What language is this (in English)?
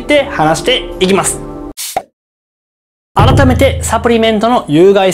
Japanese